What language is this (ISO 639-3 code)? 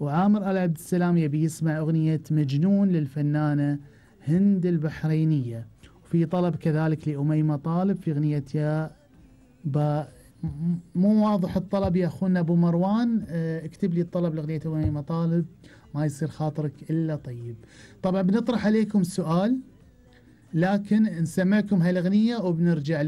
afb